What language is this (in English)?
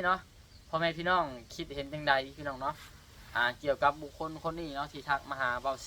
Lao